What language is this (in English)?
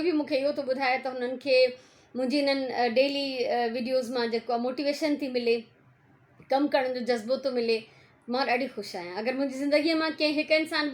Sindhi